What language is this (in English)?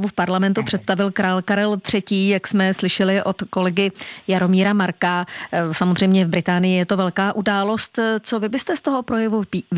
Czech